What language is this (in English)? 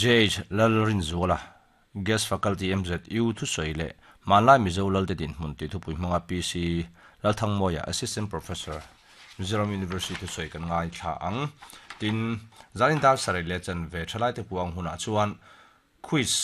Mizo